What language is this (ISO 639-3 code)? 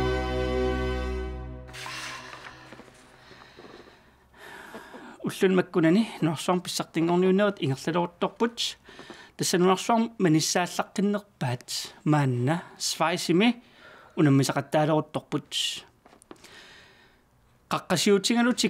kal